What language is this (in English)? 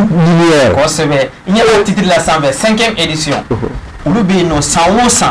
Bambara